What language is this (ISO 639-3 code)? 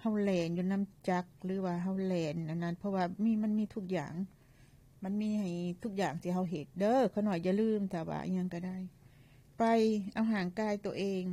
lao